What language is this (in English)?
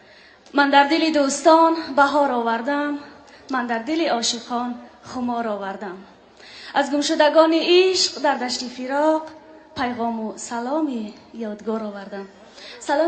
Tajik